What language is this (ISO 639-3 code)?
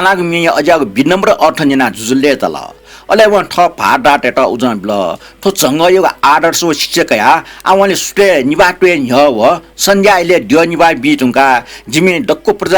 new